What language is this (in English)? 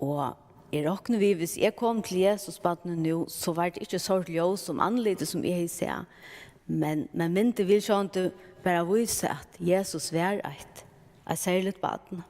Faroese